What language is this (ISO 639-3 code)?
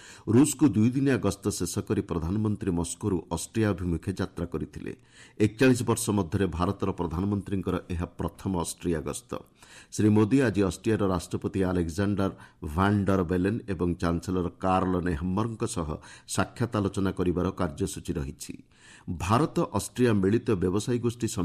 ori